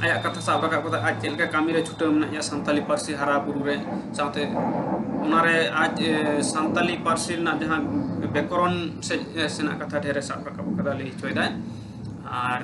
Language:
Santali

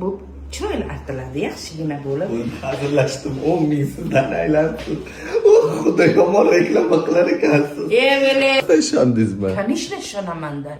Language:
Uzbek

